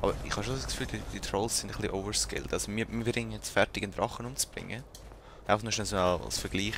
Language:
Swiss German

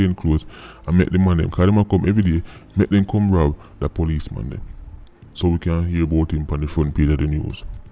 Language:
Jamaican Creole English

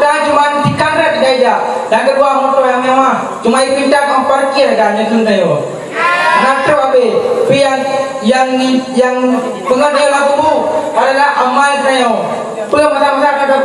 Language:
Achinese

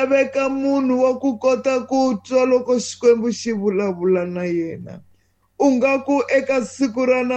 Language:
Tsonga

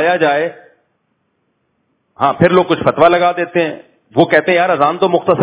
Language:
Urdu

